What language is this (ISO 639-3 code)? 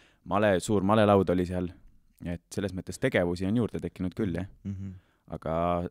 est